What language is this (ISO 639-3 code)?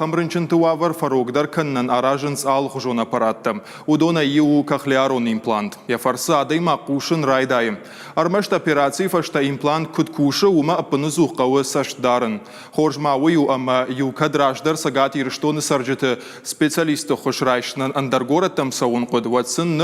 oss